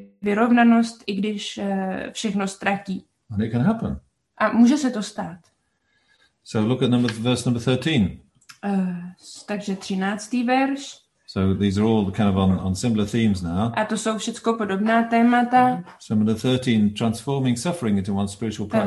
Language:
Czech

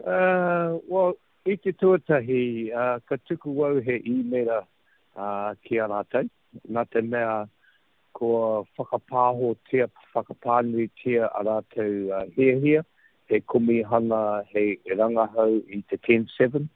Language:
Māori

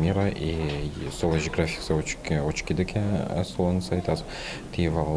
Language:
Udmurt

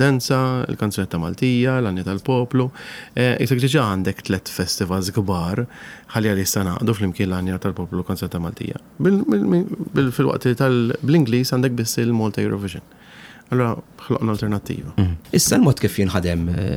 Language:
Maltese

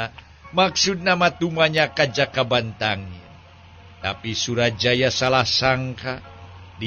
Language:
Sundanese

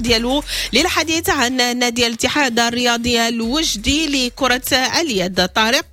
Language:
Moroccan Arabic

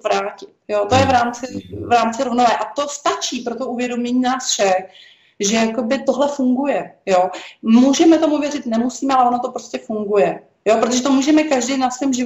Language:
Czech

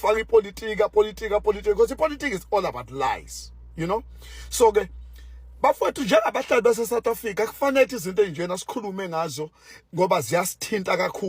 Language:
Zulu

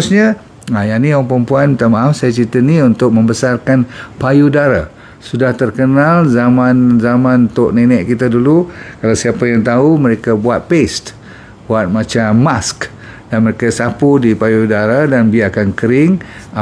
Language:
Malay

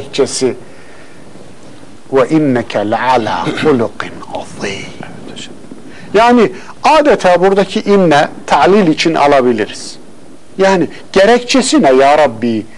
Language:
Turkish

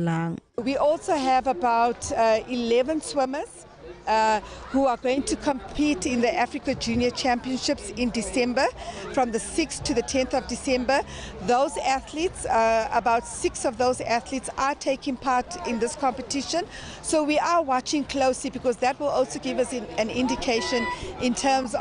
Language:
Tswana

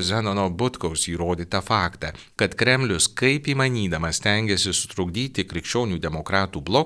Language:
Lithuanian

